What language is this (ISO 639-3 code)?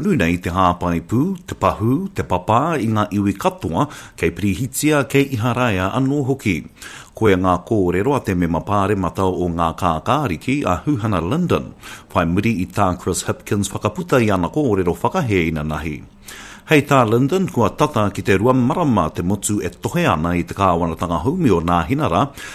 mri